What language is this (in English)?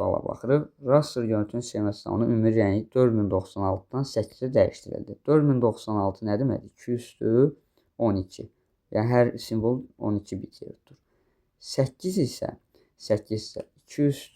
Azerbaijani